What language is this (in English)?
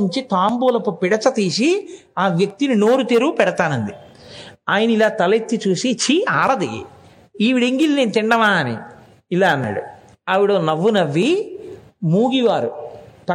Telugu